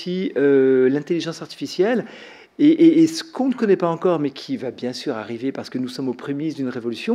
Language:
French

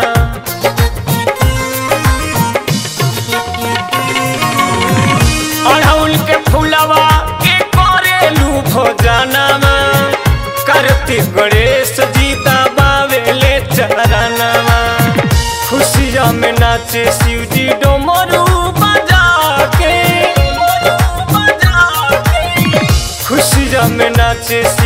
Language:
Bhojpuri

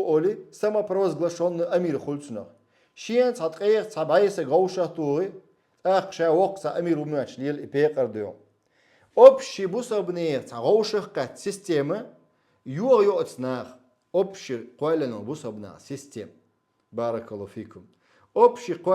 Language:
Chechen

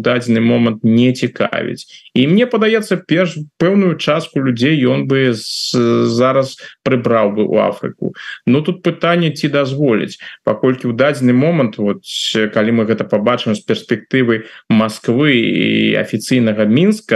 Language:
Belarusian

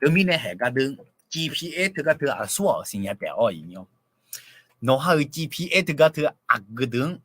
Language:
Akha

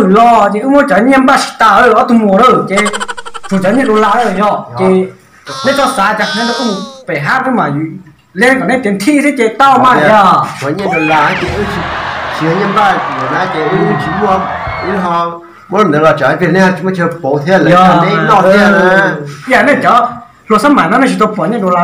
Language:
Hmong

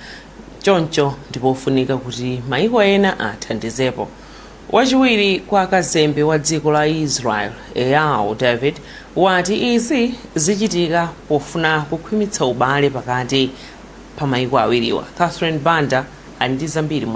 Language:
Nyanja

